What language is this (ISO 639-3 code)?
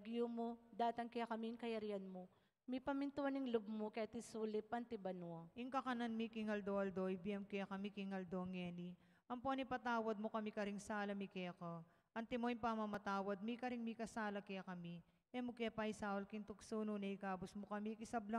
pam